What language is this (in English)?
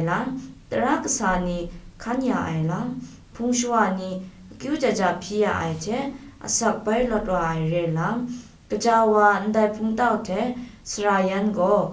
Kachin